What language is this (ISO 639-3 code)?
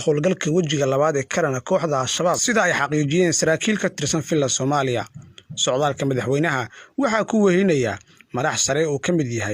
som